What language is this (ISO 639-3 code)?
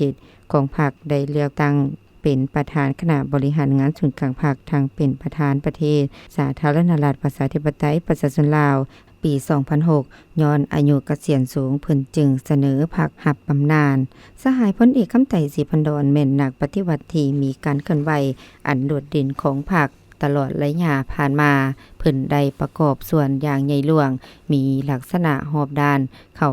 lao